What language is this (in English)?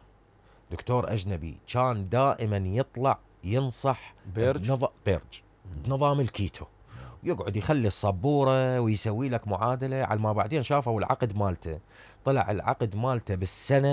Mesopotamian Arabic